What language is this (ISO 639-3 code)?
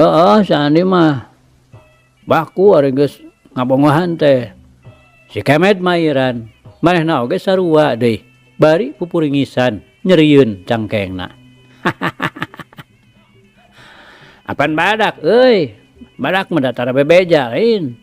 sun